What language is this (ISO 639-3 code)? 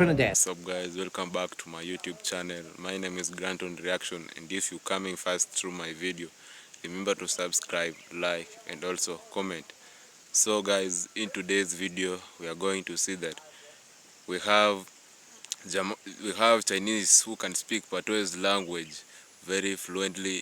jam